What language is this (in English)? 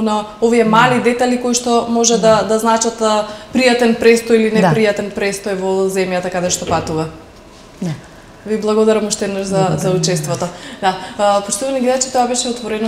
Macedonian